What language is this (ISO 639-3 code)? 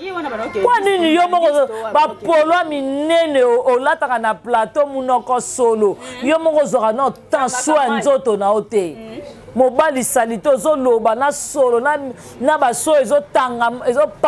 lin